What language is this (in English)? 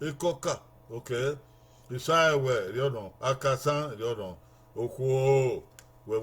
Bini